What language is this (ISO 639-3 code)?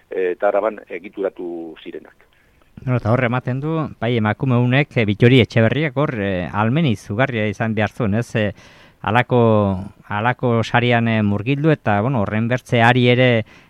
eus